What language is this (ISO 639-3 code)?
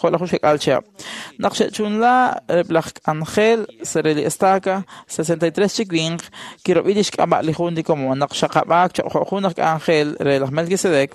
kek